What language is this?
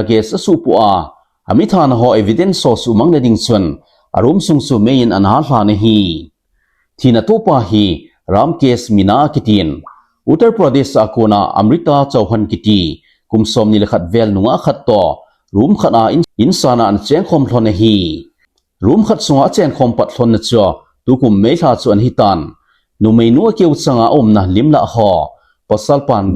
Thado Chin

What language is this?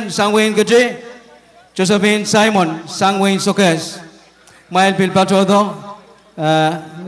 Pohnpeian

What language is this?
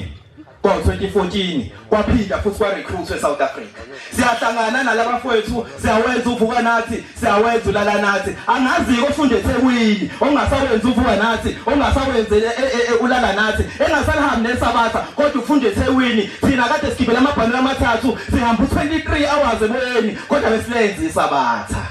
Zulu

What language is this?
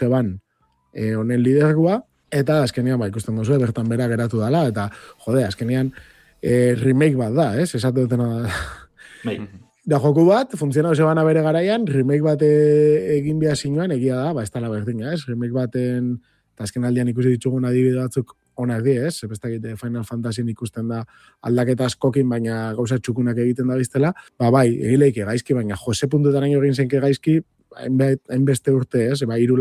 Basque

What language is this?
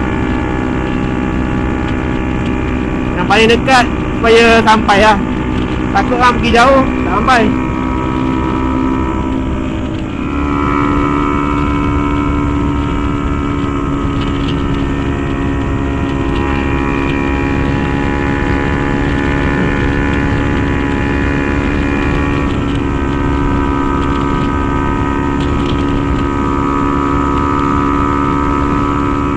Malay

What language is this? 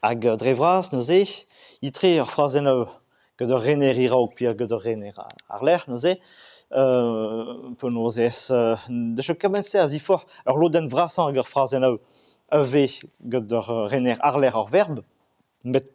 Breton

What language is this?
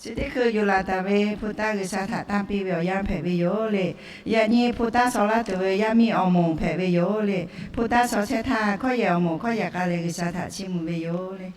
Lahu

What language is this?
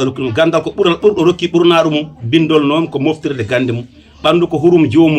Fula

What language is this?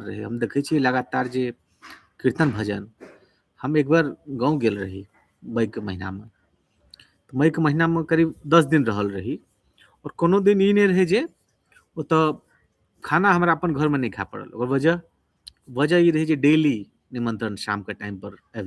Maithili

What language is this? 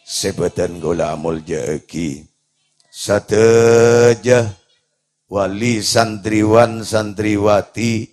Madurese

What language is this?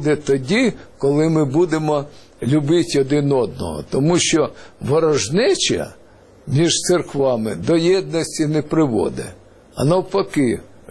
Ukrainian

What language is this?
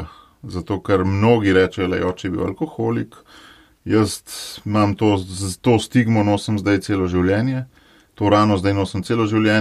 Slovenian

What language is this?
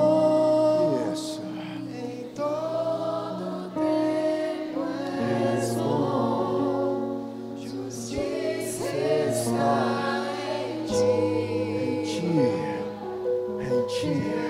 Portuguese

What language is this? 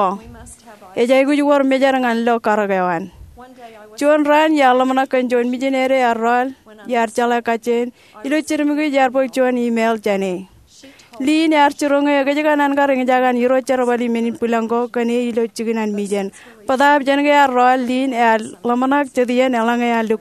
Marshallese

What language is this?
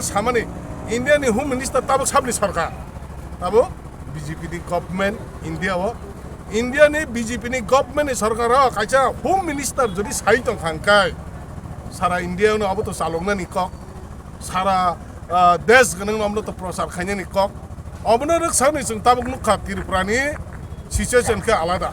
Kok Borok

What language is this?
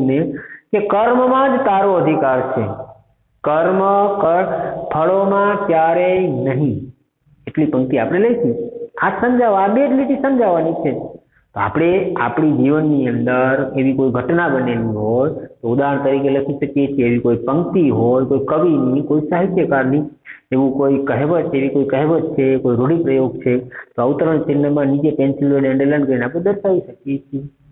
Gujarati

